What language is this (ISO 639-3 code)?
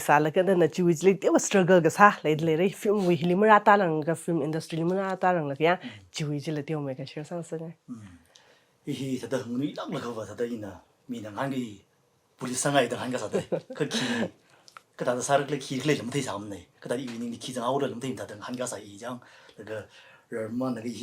nmf